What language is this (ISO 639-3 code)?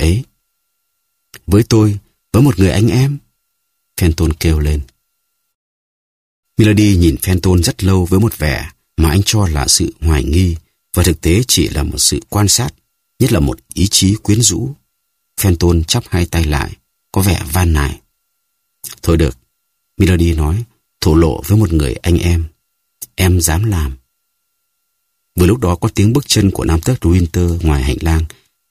vie